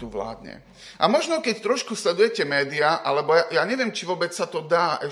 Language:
Slovak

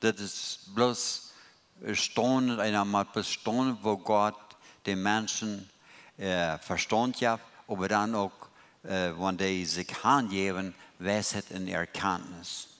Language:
Plautdietsch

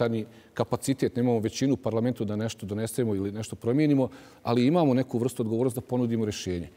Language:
Bosnian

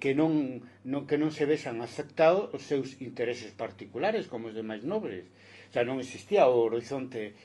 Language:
Galician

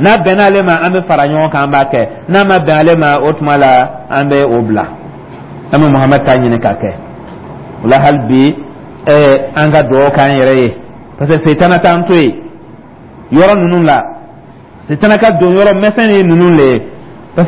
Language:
Dyula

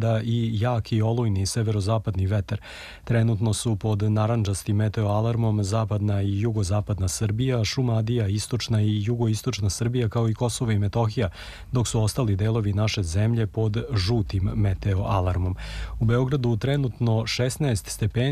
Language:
Serbian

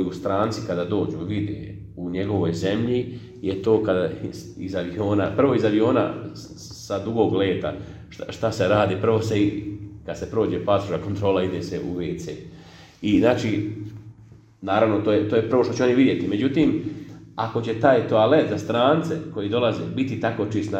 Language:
Bosnian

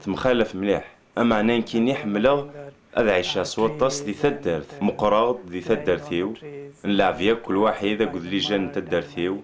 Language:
Kabyle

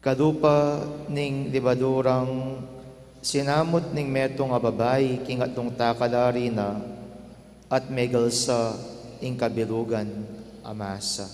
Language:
Pampanga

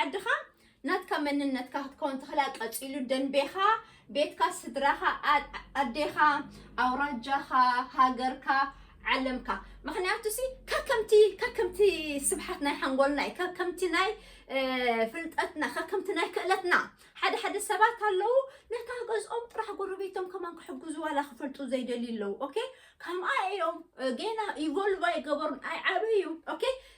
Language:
Tigrinya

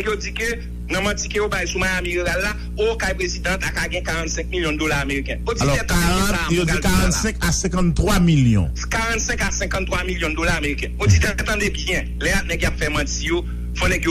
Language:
Haitian Creole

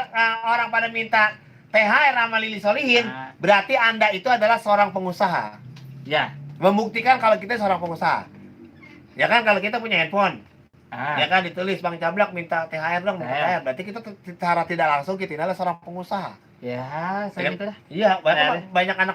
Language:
Betawi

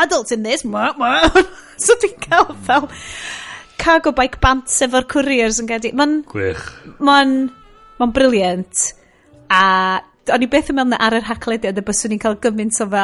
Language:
Welsh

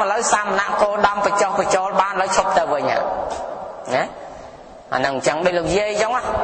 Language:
Khmer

